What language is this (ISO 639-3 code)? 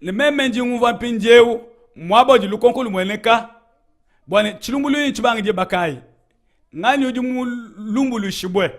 lua